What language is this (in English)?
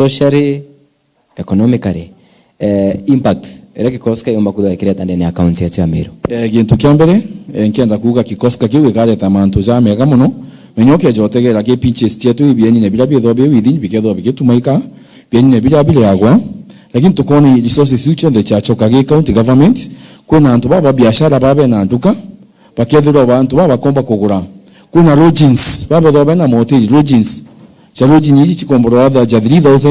Meru